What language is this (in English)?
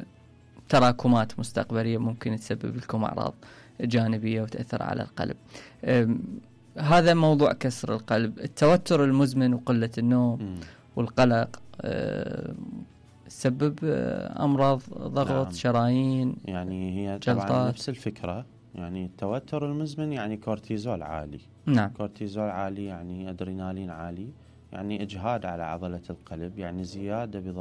Mesopotamian Arabic